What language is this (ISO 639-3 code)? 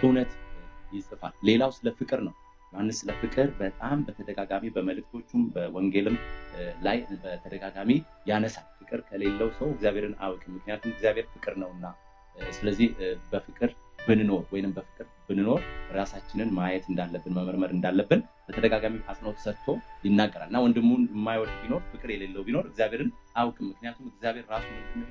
amh